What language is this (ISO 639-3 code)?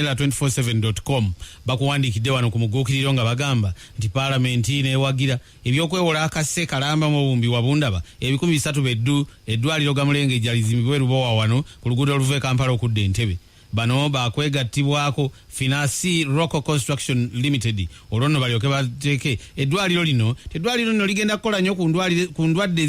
lug